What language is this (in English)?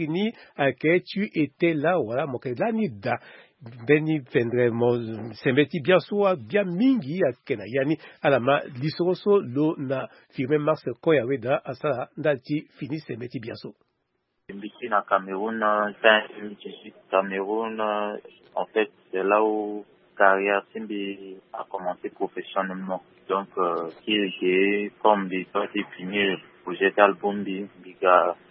Sango